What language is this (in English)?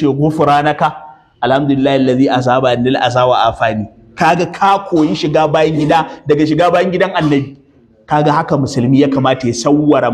Hausa